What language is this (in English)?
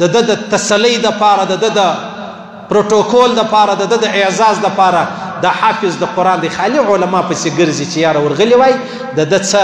Pashto